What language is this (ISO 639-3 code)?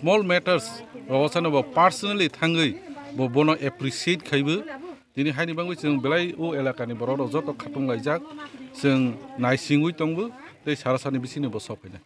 trp